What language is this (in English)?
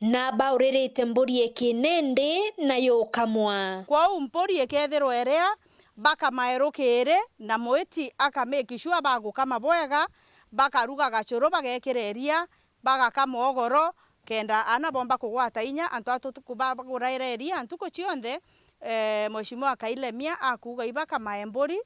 Meru